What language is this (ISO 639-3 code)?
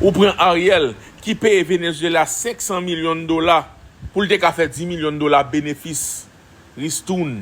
hat